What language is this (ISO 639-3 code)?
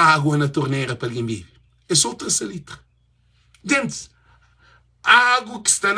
kea